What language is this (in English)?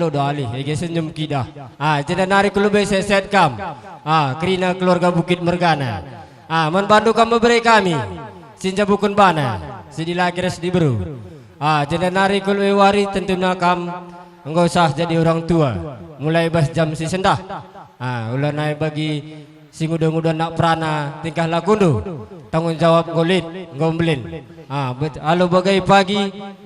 Batak Karo